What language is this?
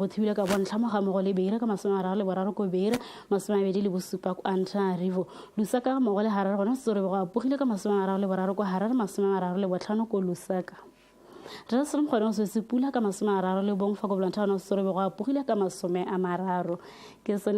Tswana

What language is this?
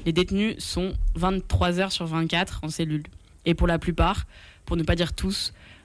French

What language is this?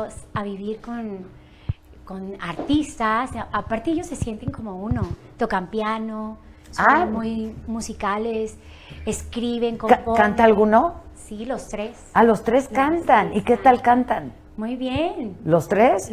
Spanish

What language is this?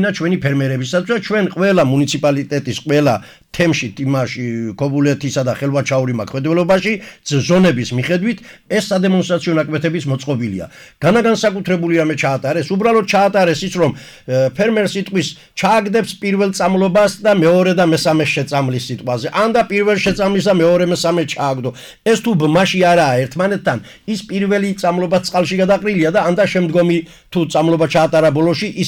Georgian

